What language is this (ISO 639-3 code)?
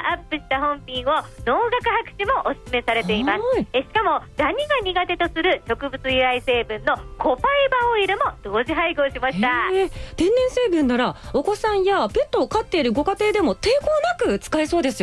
jpn